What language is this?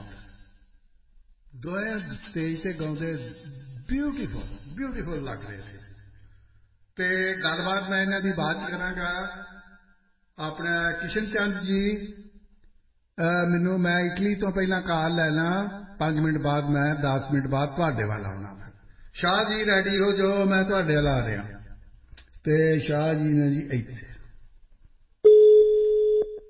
Punjabi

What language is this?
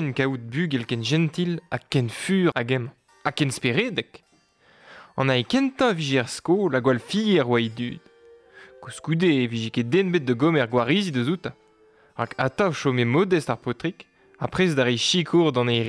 Breton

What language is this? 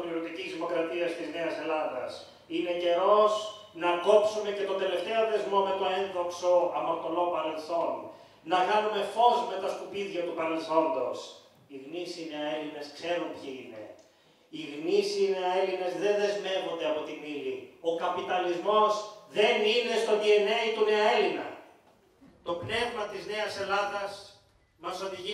Greek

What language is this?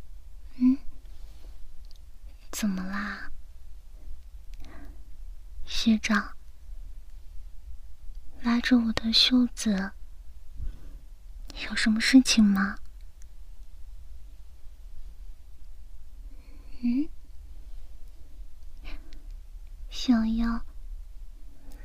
Chinese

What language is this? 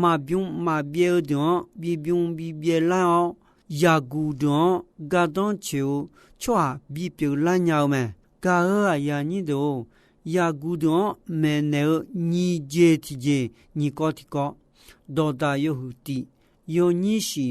Akha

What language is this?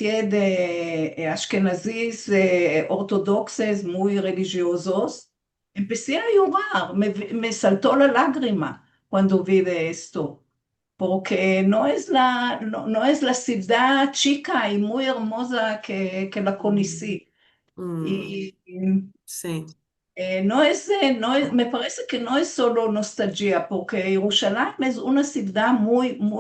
Ladino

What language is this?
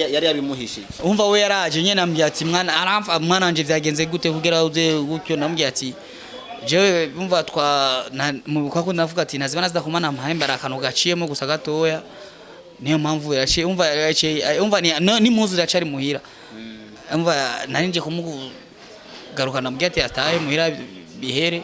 Rundi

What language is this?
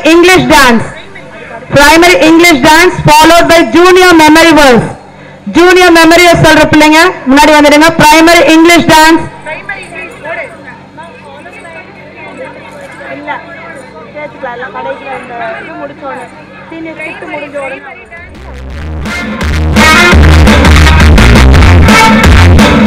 Tamil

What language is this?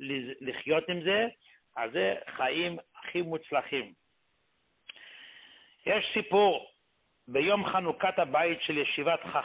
Hebrew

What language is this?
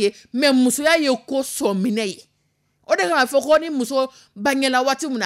Dyula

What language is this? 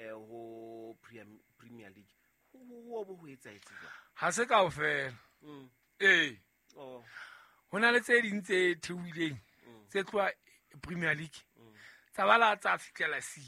Southern Sotho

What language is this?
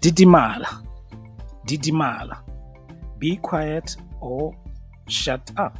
Tswana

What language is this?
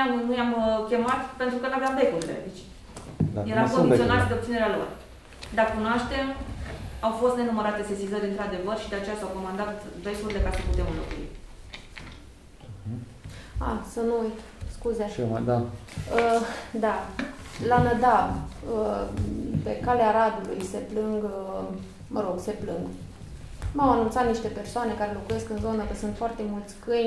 Romanian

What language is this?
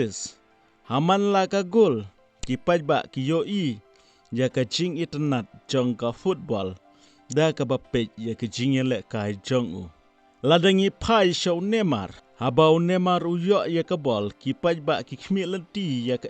Khasi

